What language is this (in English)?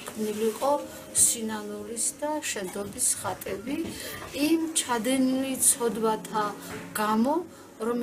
Georgian